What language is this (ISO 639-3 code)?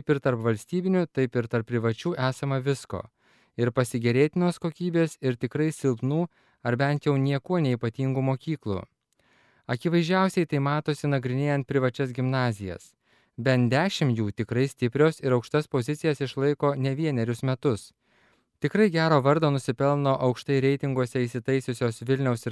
lit